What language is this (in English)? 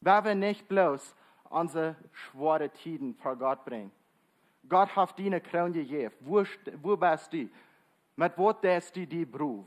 Plautdietsch